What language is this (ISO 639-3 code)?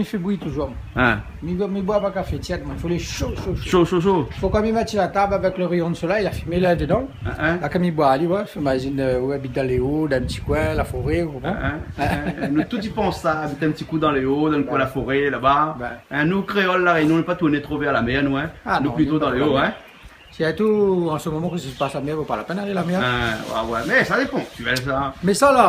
rcf